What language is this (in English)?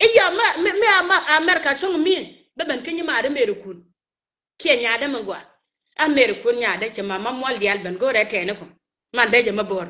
Nuer